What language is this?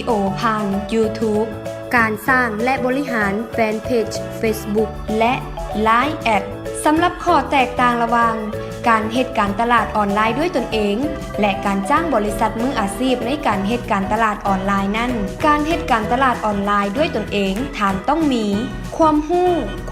Lao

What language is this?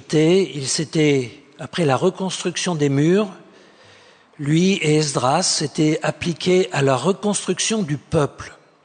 French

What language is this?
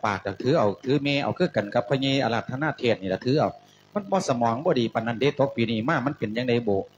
Lao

